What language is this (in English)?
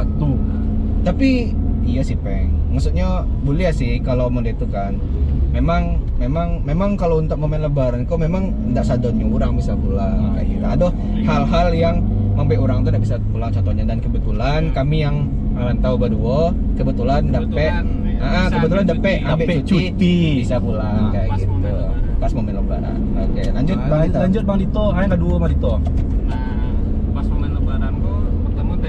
Minangkabau